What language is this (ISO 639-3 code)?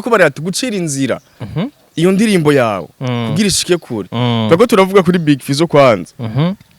run